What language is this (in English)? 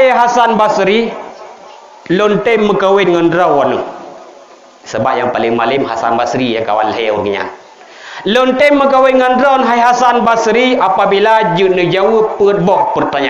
Achinese